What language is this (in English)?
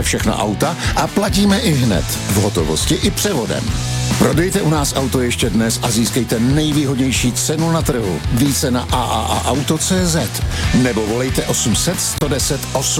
Czech